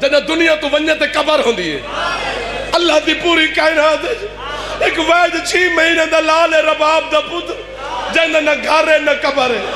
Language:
Saraiki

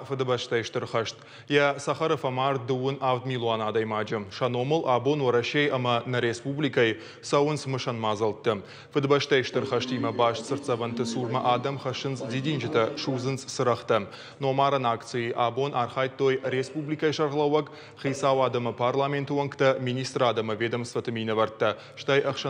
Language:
Ossetic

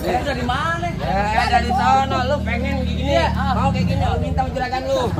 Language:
Betawi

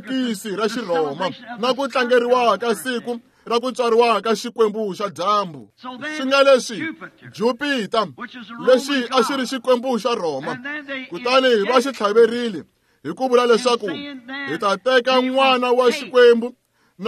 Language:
Tsonga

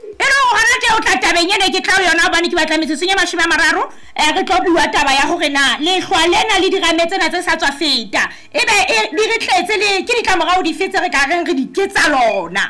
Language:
Southern Sotho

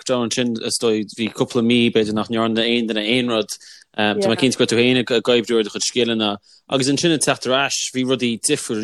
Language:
Irish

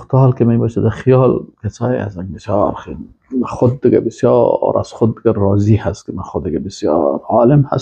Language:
Persian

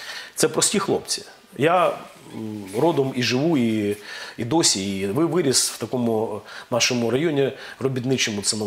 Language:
Ukrainian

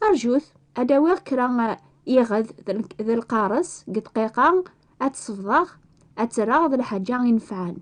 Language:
Kabyle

